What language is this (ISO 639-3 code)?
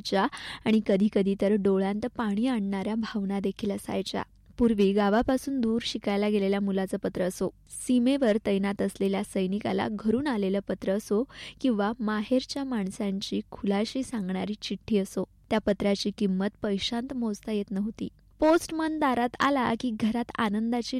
mar